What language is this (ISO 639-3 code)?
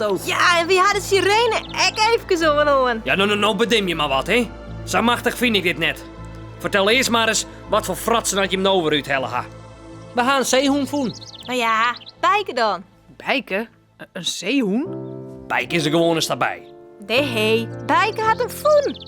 fry